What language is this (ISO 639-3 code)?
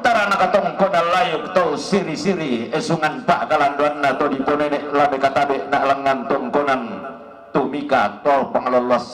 sda